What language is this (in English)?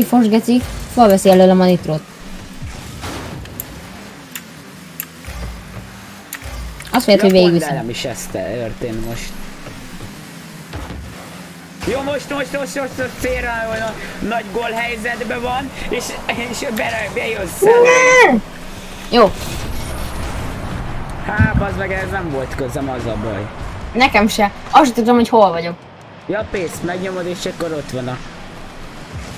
Hungarian